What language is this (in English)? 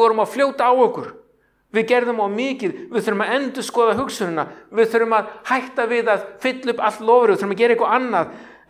Icelandic